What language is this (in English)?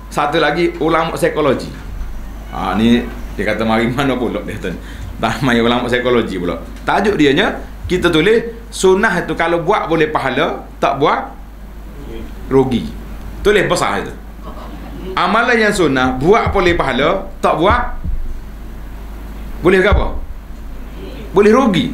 Malay